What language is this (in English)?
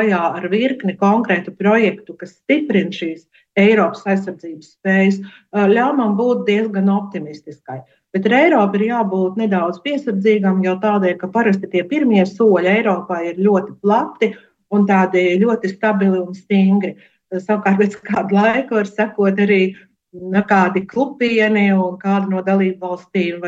Latvian